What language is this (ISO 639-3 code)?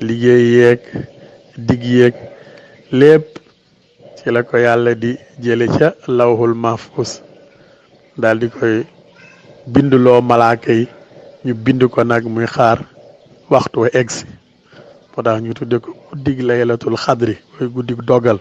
wol